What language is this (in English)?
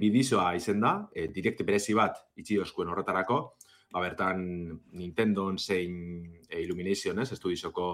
Basque